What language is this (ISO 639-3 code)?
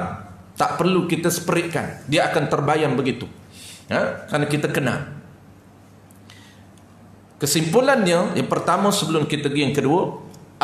msa